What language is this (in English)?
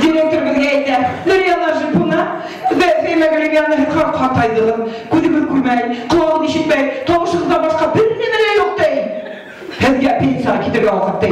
Bashkir